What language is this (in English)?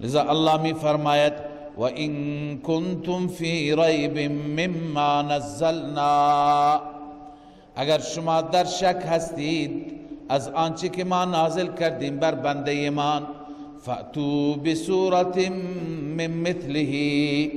Persian